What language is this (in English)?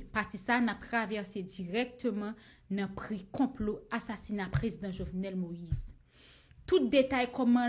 Haitian Creole